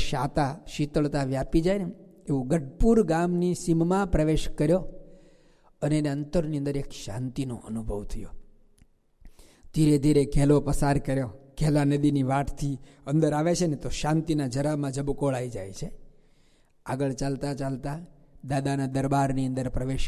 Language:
Gujarati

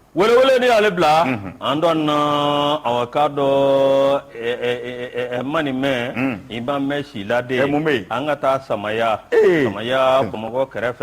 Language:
Bambara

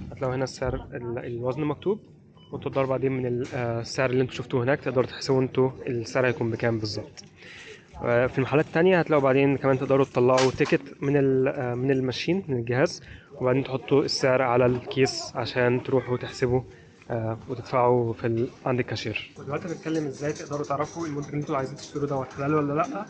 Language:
Egyptian Arabic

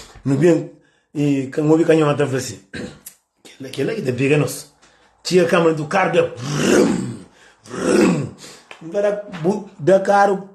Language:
Kabuverdianu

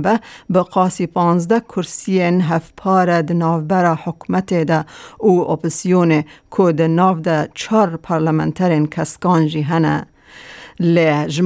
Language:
Kurdish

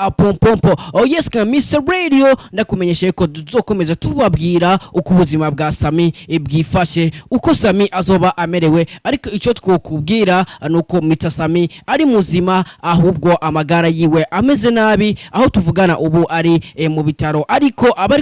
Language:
Rundi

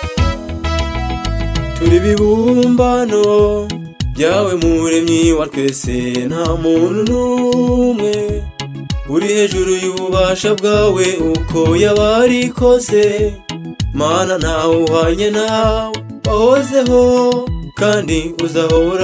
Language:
Kinyarwanda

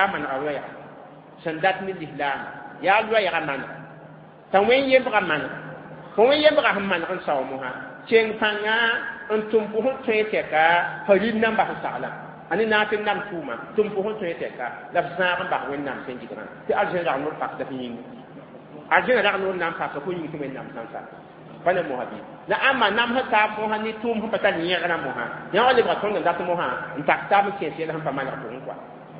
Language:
Mossi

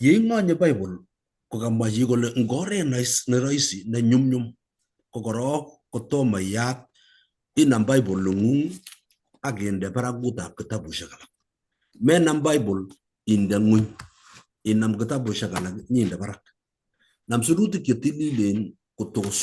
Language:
Kalenjin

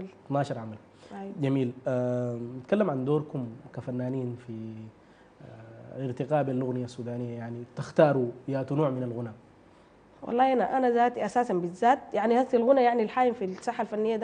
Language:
Sudanese Arabic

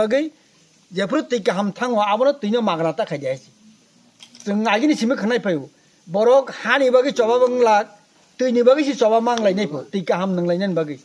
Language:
Kok Borok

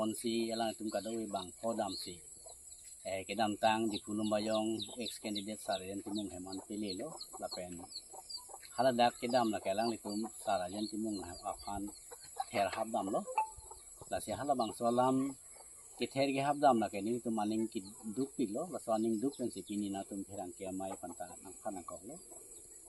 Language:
Karbi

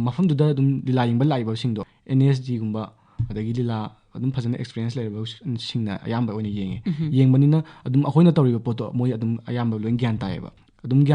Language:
Manipuri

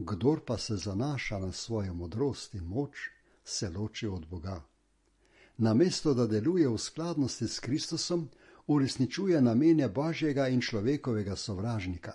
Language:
Slovenian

